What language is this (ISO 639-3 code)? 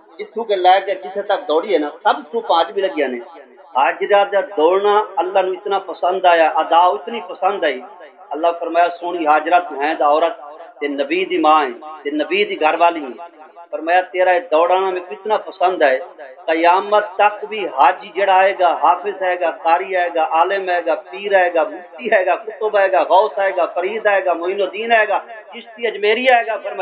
skr